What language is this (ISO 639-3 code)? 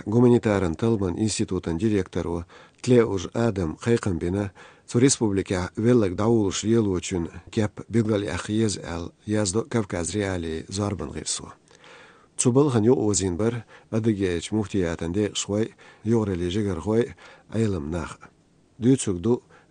che